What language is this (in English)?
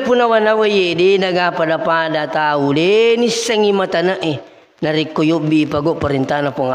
Buginese